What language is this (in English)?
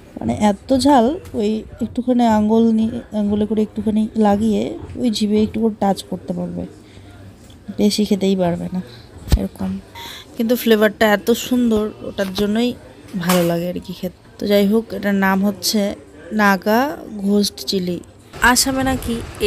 Bangla